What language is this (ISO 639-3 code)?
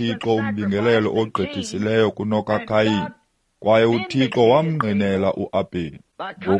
xho